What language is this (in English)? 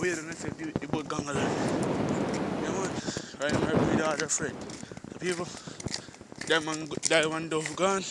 Jamaican Creole English